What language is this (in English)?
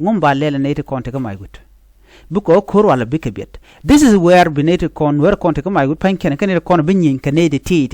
Nuer